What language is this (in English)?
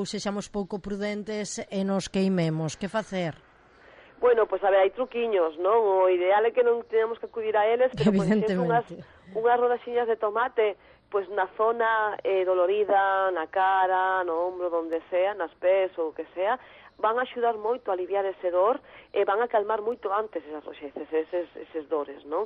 Galician